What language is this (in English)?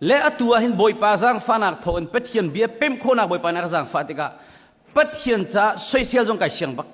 Hakha Chin